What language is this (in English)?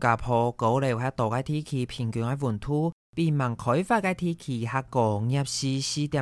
Hakka Chinese